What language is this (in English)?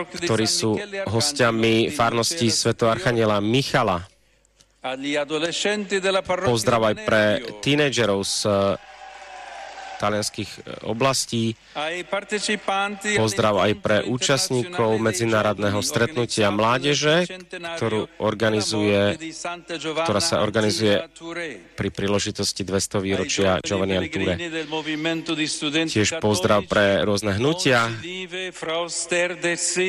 Slovak